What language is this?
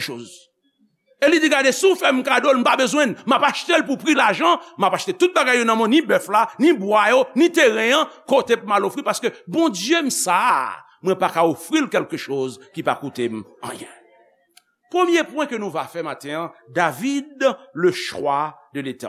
Haitian Creole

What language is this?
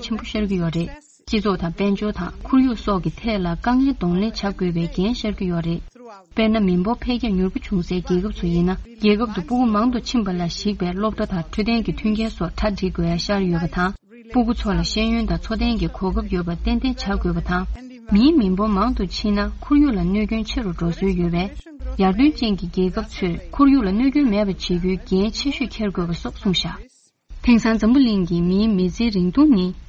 Tibetan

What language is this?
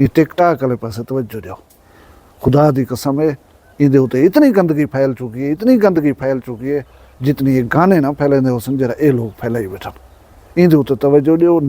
Saraiki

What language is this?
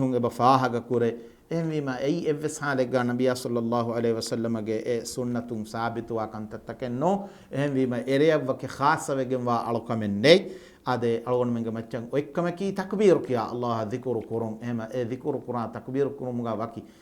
Divehi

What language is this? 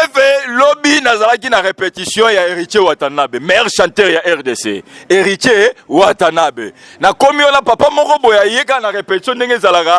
Lingala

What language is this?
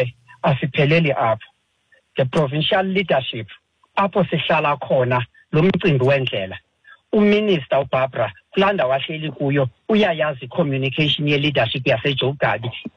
Xhosa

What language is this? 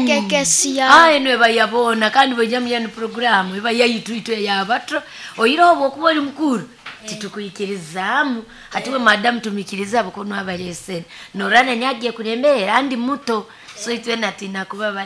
Nyoro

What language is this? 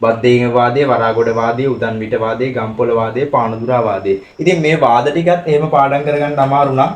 Sinhala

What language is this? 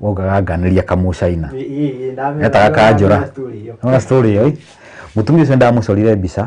Kikuyu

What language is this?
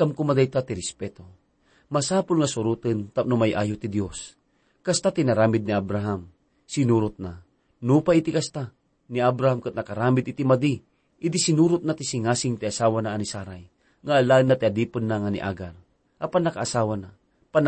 Iloko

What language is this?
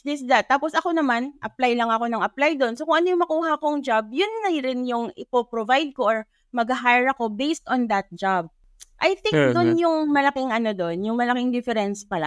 Filipino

